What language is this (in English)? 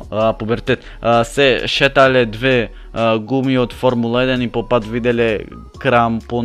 Macedonian